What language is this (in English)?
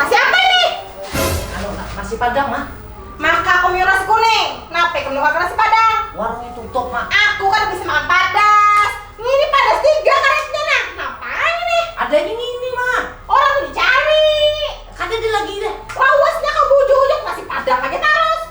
Banjar